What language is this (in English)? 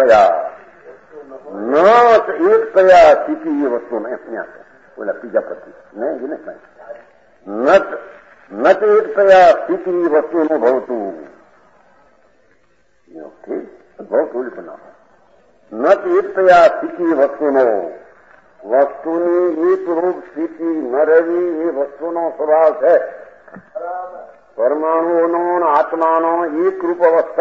Gujarati